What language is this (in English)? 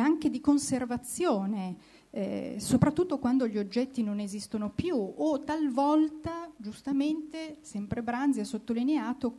Italian